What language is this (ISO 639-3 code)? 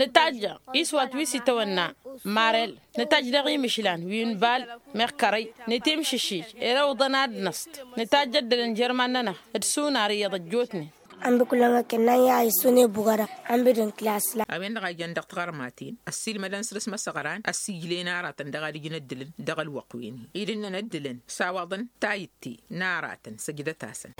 taq